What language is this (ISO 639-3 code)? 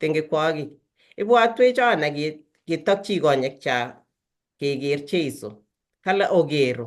kln